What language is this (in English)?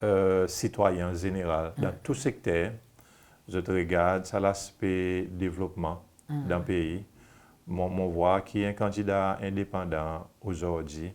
Seselwa Creole French